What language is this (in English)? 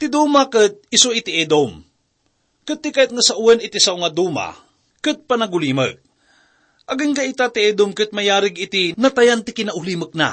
Iloko